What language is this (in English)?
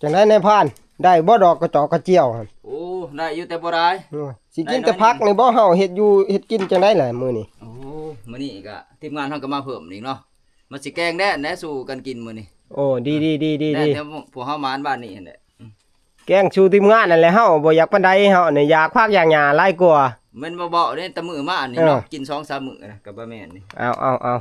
Northeastern Thai